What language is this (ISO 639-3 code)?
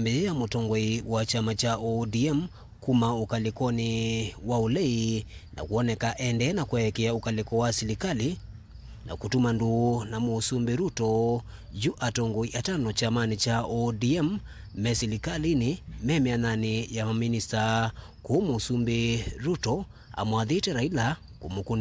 kam